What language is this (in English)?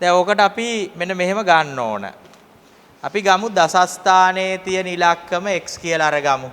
Sinhala